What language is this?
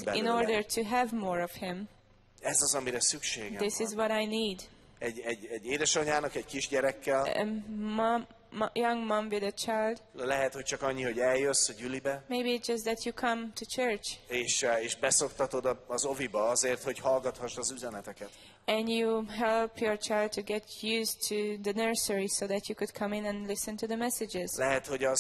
Hungarian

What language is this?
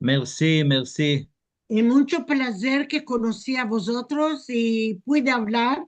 Ladino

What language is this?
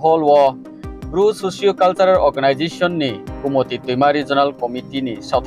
Riang (India)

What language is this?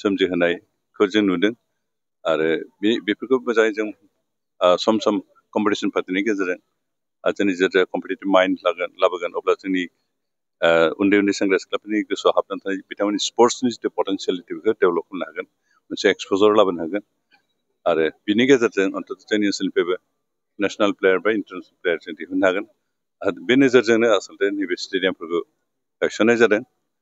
Bodo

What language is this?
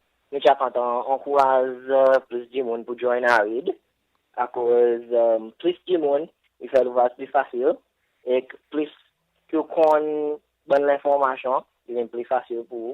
Seselwa Creole French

